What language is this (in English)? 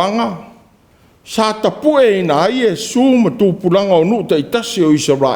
Samoan